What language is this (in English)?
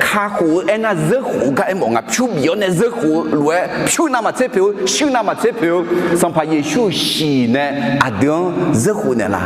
Akha